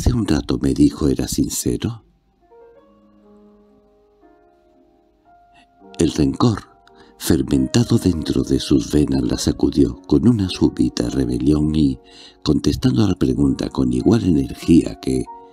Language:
Spanish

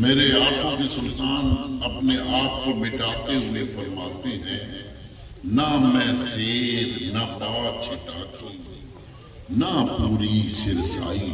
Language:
Pahari-Potwari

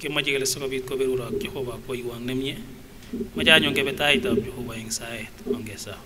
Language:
Kipsigis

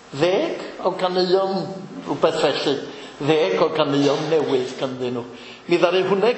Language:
Welsh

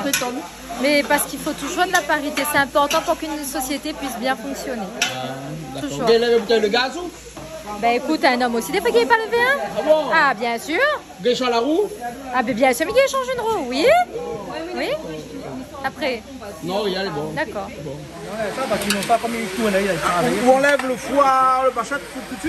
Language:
Réunion Creole French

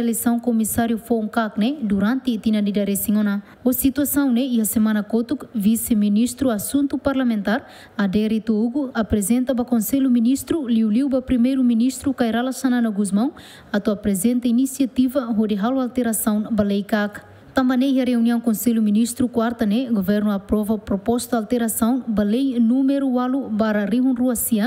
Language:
Tetum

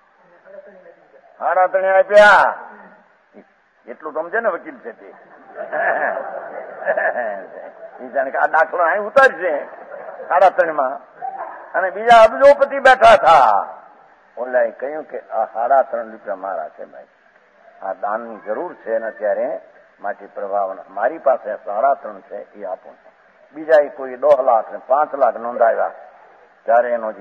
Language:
Gujarati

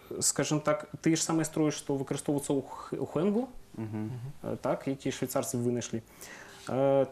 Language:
Belarusian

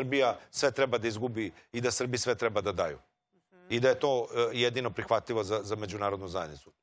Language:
Serbian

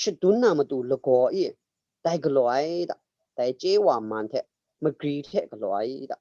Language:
Kachin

